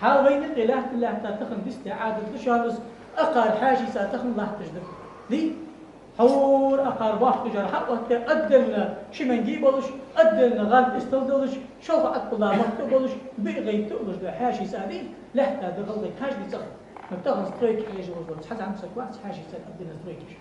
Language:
Ingush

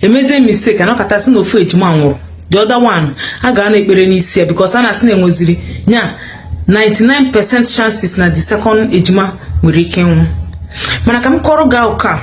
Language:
Igbo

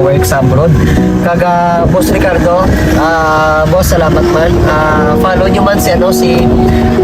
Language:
Hiligaynon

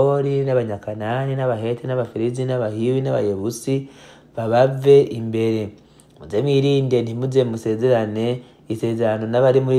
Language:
Rundi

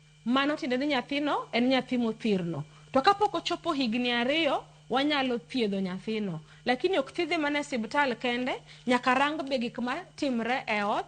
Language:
Luo (Kenya and Tanzania)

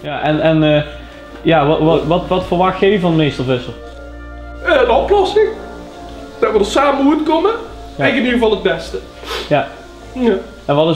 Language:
Limburgish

